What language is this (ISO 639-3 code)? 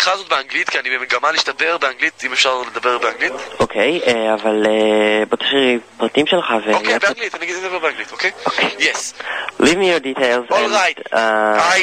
heb